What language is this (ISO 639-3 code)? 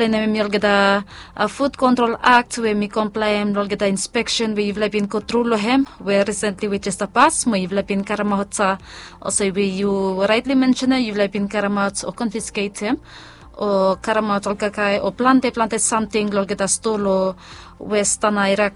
bis